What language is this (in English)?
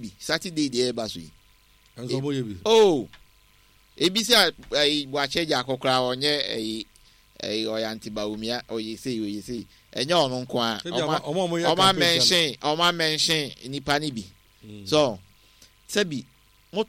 Akan